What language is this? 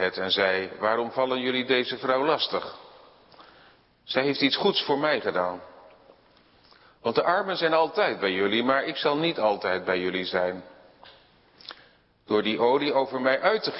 Dutch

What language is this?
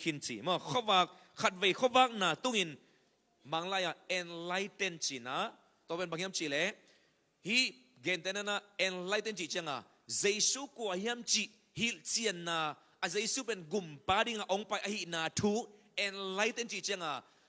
Tedim Chin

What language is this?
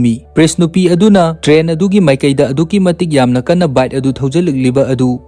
Manipuri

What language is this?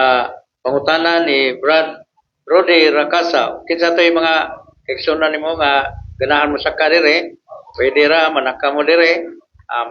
Cebuano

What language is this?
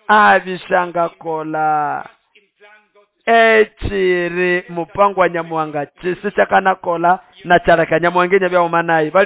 Nande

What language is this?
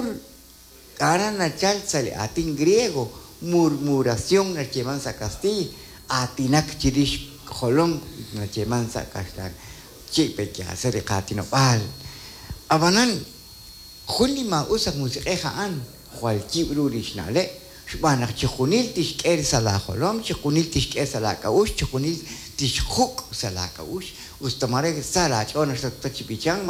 Kekchí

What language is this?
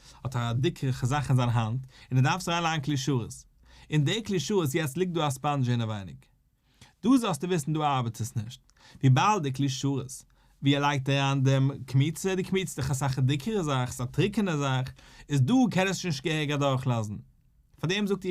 Yiddish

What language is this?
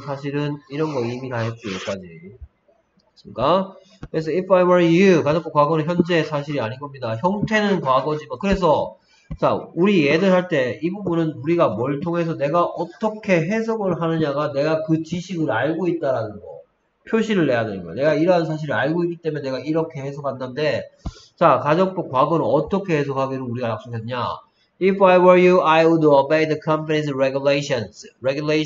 Korean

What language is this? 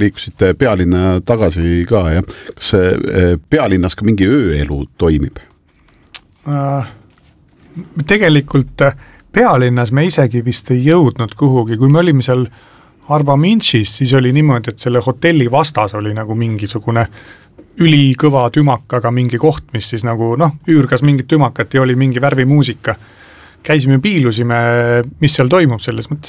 Estonian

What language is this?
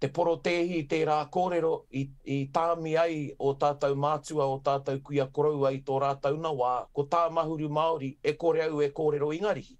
Māori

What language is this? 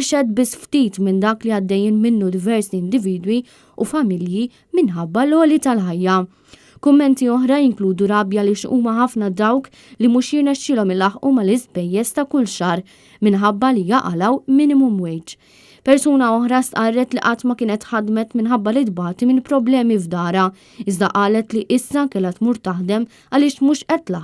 Maltese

